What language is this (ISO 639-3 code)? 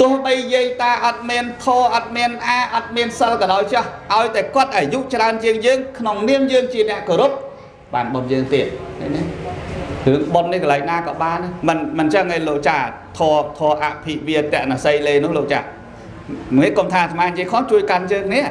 khm